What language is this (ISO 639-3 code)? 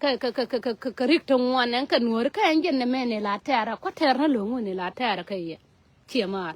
nus